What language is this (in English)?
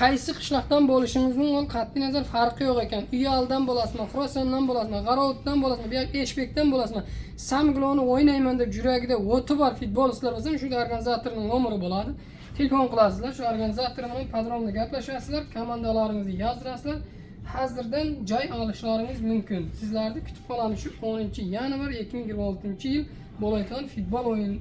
Uzbek